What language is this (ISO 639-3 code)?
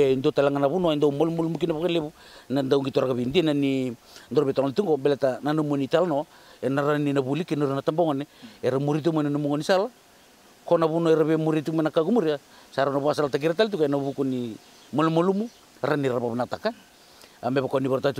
fij